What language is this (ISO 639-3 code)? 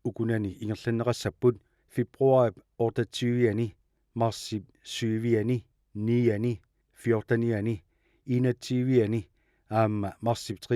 kal